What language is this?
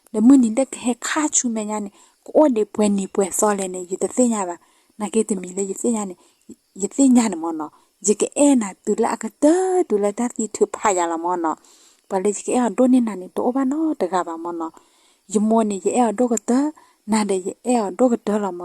S'gaw Karen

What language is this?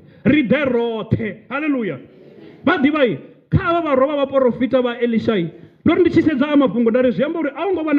Venda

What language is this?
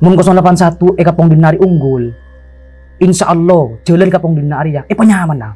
Madurese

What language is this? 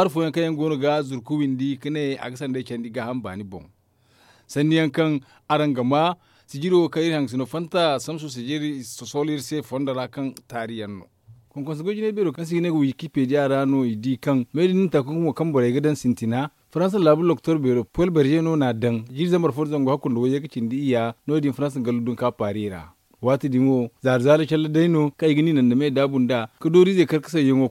Zarma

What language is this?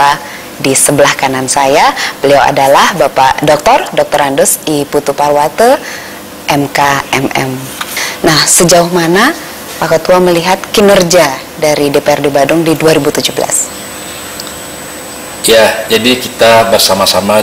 Indonesian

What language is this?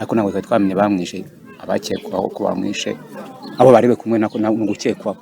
Kinyarwanda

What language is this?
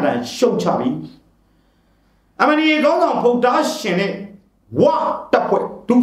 Burmese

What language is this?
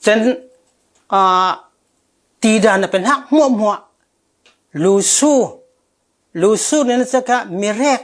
Falam Chin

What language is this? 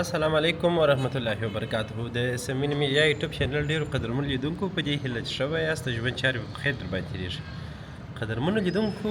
Pashto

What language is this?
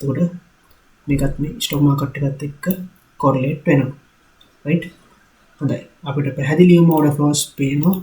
Sinhala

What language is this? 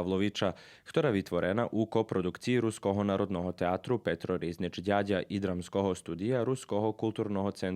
Rusyn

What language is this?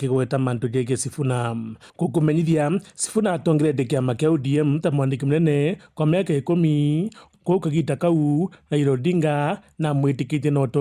Meru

